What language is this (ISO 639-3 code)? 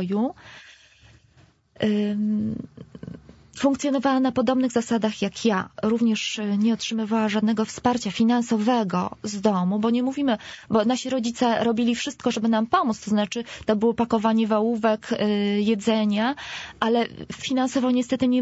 pol